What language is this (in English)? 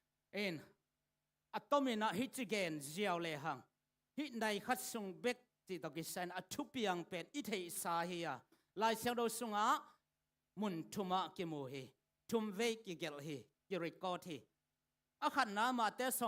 Tedim Chin